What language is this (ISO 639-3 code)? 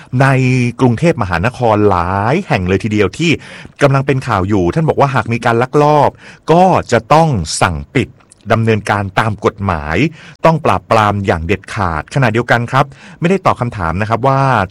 tha